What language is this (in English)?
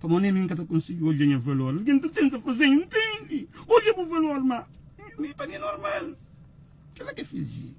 Kabuverdianu